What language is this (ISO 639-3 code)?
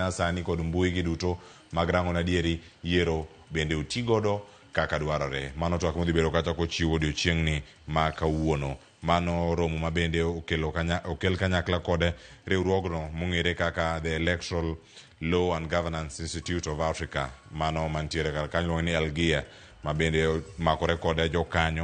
luo